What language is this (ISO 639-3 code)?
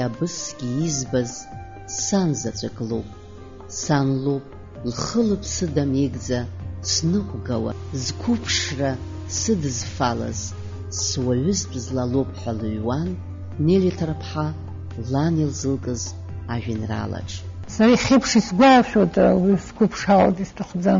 abk